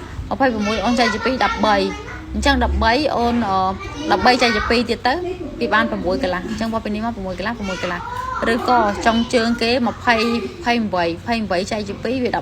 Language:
Khmer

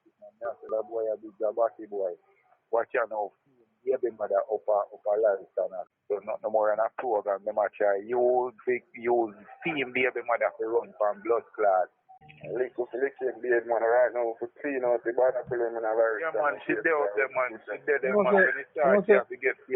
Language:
Jamaican Creole English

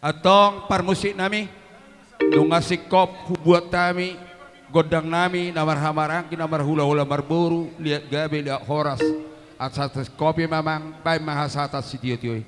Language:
Batak Toba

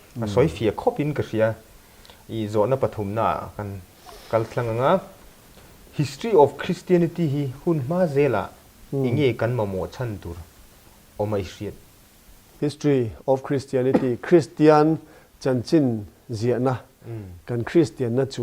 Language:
Mizo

